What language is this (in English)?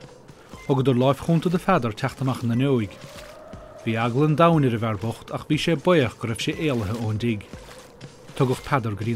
Irish